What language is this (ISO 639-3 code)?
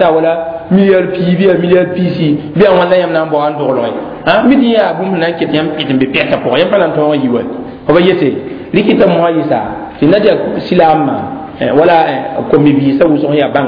mos